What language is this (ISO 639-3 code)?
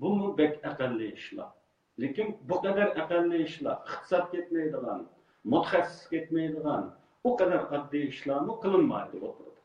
uig